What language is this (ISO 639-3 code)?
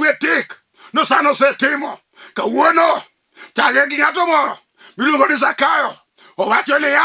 luo